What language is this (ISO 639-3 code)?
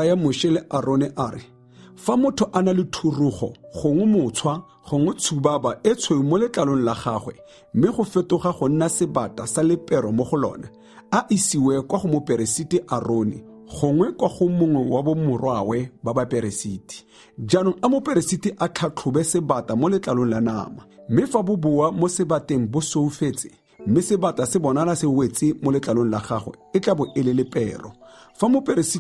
tsn